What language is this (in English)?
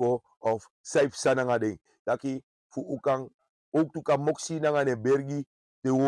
Sranan Tongo